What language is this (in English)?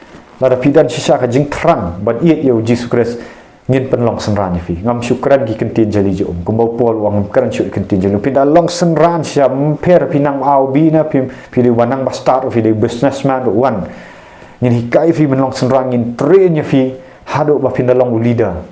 Khasi